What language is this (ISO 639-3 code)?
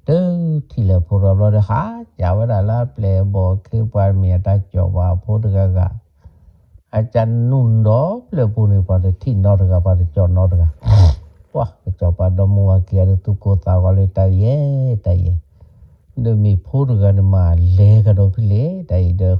ksw